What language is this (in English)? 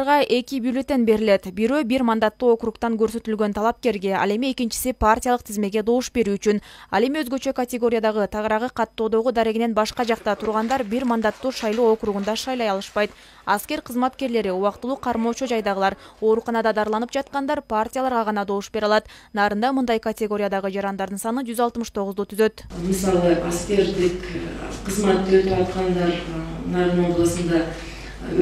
Kyrgyz